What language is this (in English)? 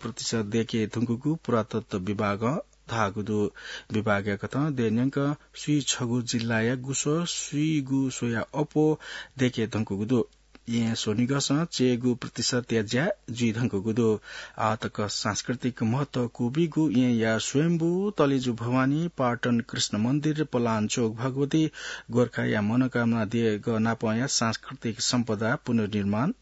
Newari